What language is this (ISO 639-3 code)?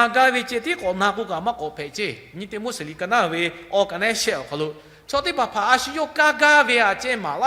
lhu